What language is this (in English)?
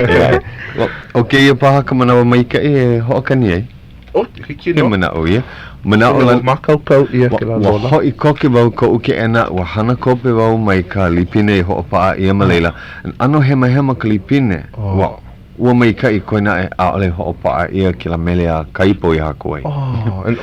Hawaiian